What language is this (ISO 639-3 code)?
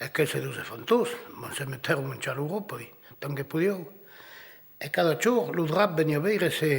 oci